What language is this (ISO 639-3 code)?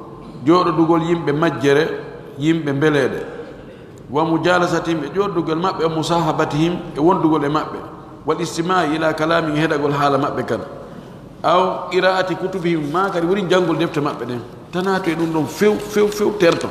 fuf